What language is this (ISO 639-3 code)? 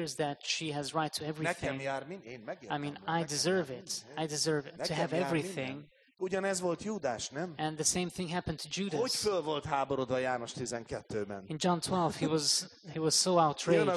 hun